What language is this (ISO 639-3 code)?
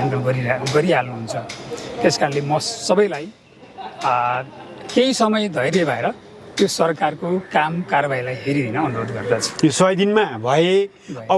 nep